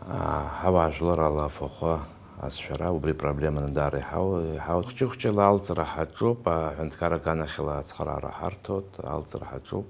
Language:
Abkhazian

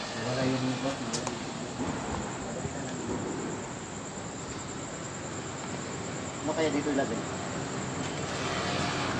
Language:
Filipino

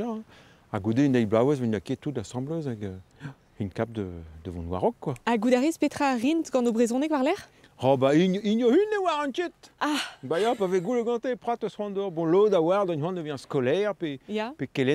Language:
Breton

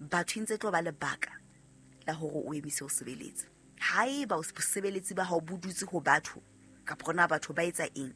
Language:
Southern Sotho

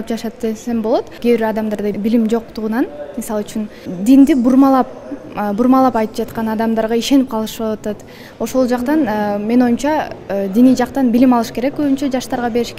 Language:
Kyrgyz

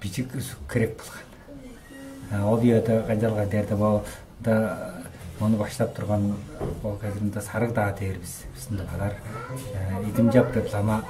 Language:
Tuvinian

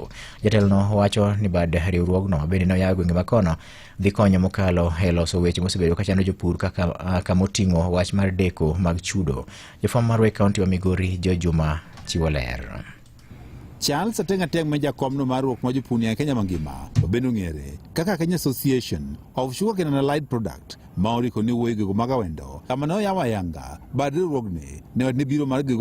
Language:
Luo (Kenya and Tanzania)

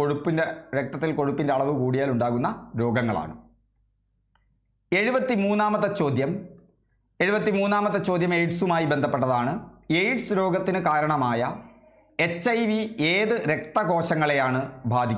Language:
Malayalam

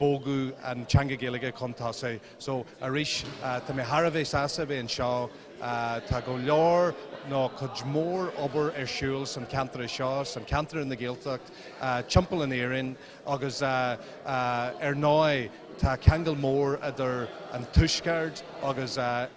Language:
Irish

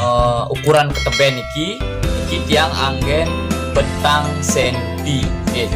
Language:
Balinese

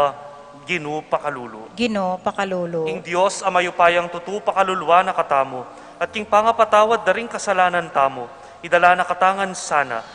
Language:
Pampanga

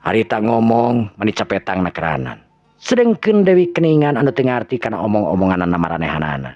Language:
Sundanese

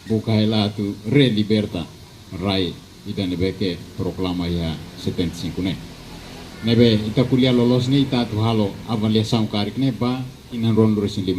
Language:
Tetum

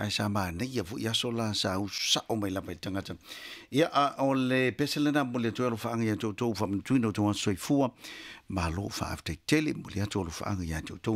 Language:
Samoan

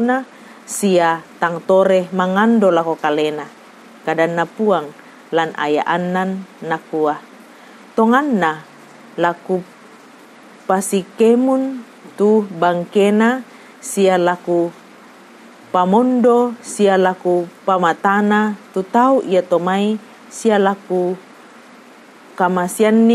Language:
Toraja-Sa'dan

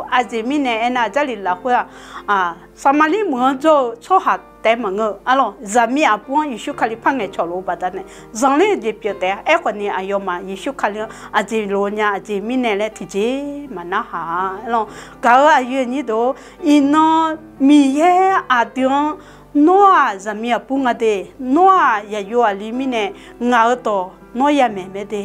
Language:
Akha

